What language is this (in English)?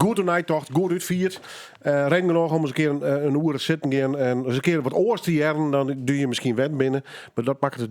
Western Frisian